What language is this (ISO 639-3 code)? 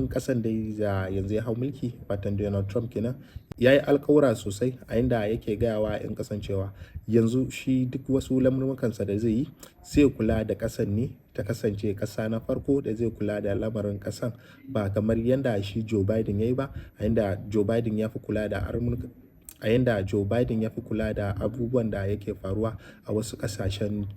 hau